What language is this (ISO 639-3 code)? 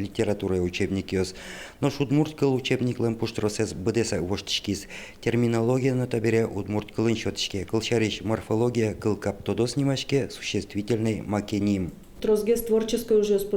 udm